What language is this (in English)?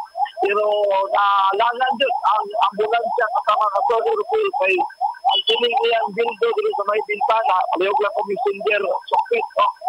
Cebuano